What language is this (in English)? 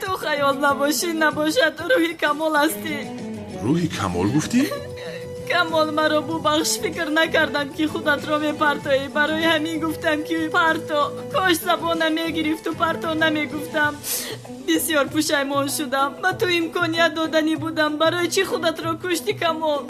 Tajik